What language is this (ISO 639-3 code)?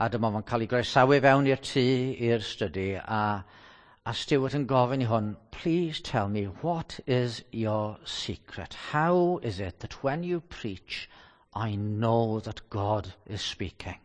cym